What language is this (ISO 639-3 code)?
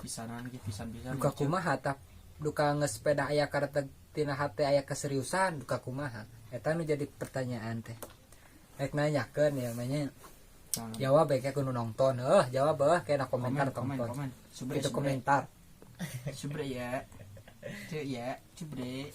sun